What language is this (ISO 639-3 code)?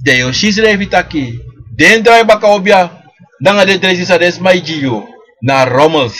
srn